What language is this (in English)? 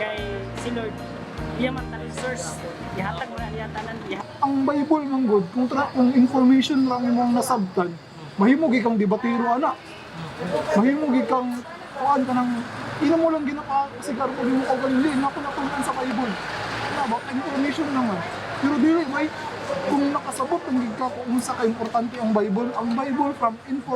Cebuano